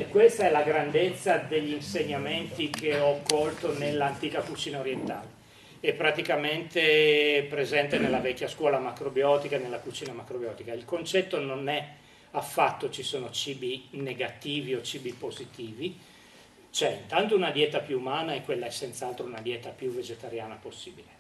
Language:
Italian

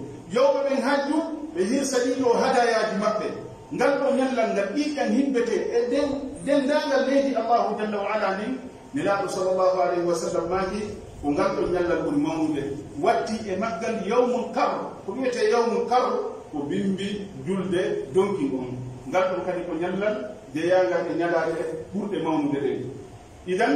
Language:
Pular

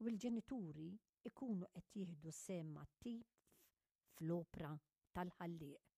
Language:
Maltese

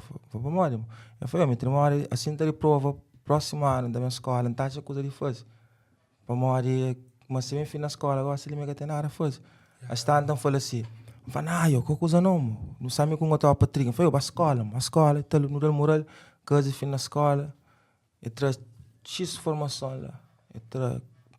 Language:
Kabuverdianu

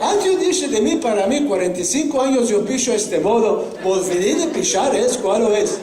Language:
Ladino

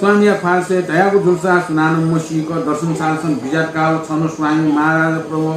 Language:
Newari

